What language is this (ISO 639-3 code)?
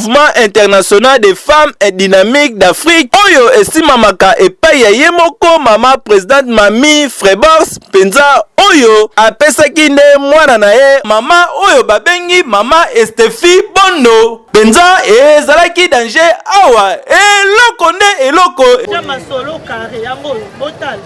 lin